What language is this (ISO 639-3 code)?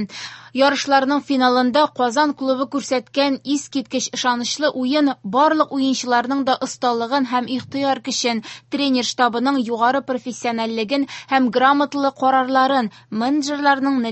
tat